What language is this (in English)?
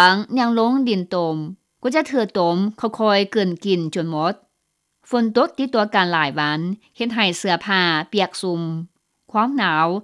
Lao